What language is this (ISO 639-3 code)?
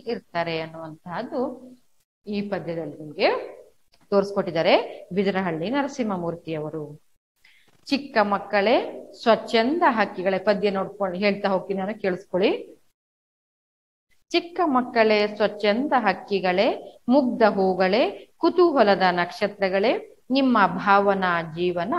kan